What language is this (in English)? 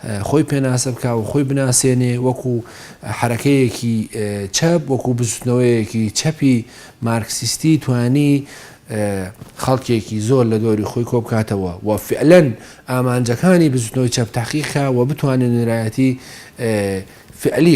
Central Kurdish